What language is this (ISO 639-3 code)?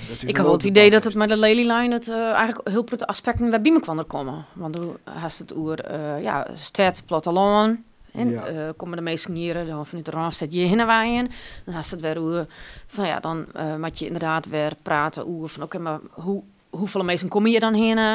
fry